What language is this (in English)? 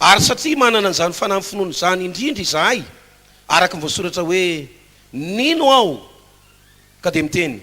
Malagasy